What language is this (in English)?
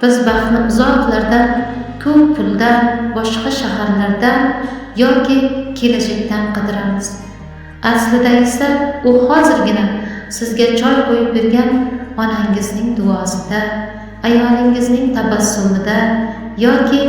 Uzbek